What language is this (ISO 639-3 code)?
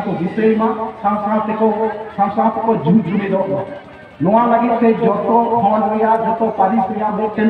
sat